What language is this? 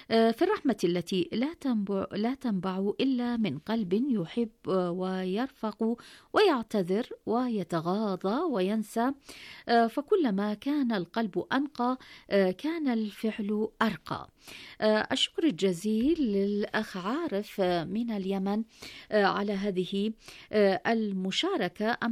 Arabic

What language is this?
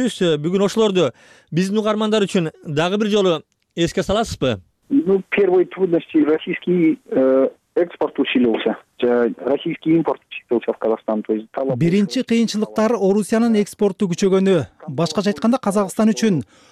Kyrgyz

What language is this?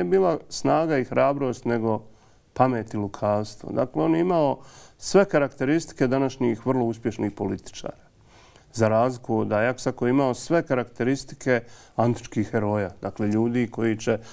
Bosnian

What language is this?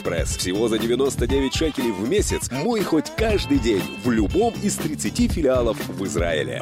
Russian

